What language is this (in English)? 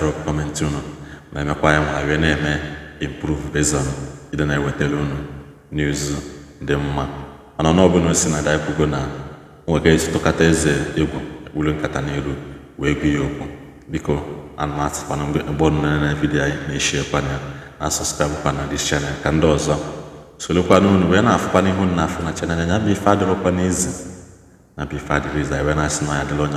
Igbo